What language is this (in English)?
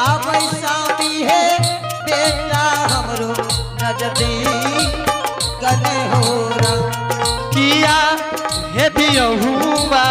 Angika